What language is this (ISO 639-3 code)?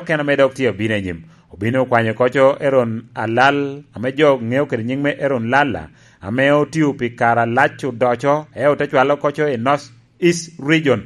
laj